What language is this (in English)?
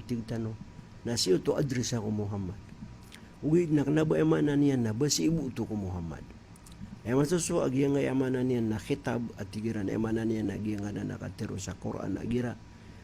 Maranao